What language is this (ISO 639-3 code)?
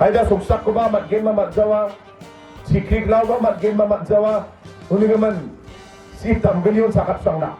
grt